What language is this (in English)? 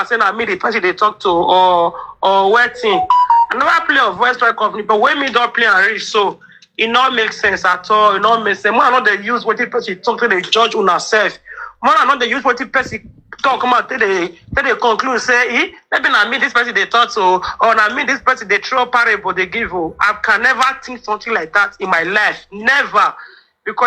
Nigerian Pidgin